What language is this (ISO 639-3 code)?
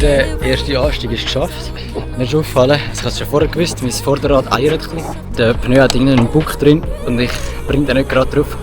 gsw